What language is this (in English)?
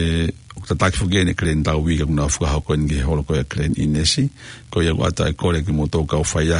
Tongan